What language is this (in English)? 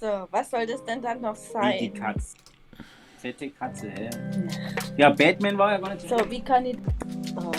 Bavarian